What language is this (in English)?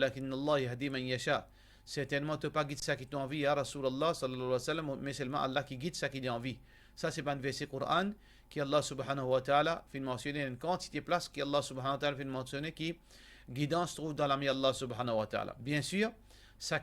Morisyen